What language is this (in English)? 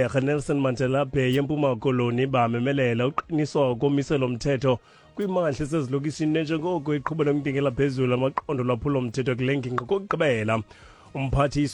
Xhosa